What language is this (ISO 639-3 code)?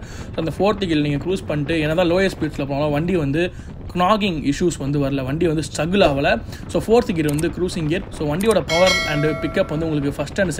tam